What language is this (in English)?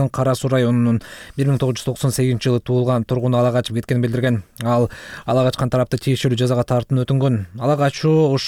Kyrgyz